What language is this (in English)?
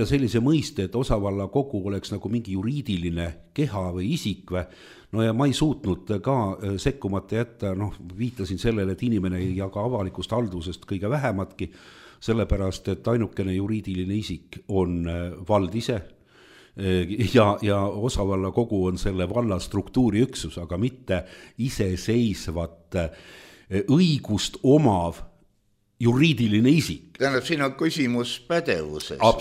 Estonian